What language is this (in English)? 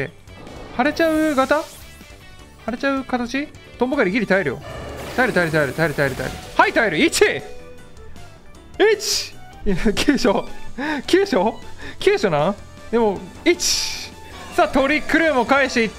Japanese